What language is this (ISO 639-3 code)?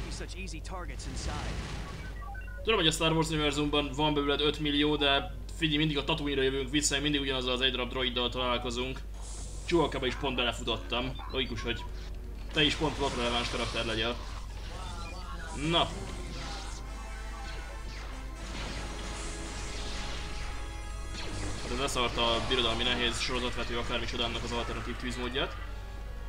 hun